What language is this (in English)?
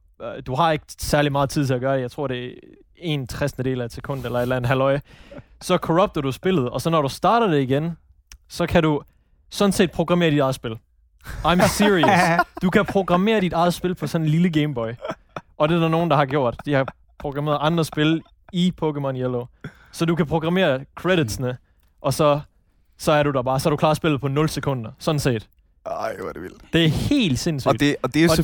Danish